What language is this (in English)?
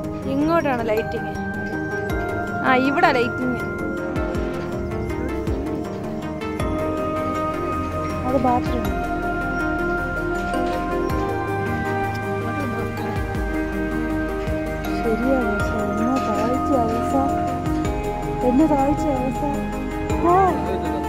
Malayalam